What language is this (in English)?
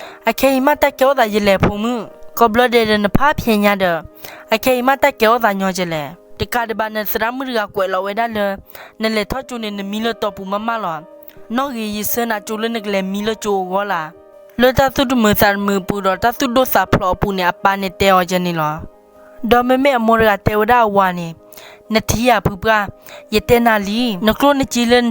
S'gaw Karen